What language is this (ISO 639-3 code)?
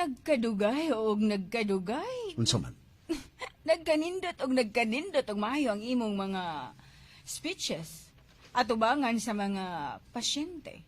ceb